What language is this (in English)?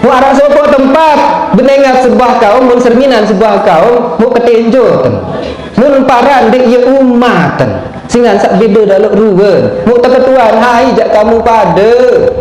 Sasak